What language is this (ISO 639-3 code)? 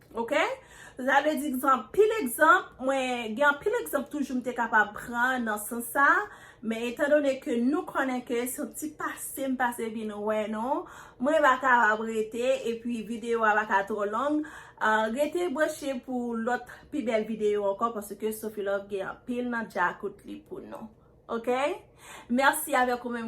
hat